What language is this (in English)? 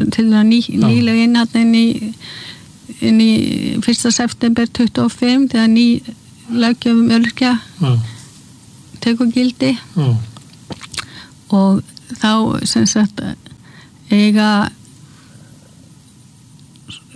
Icelandic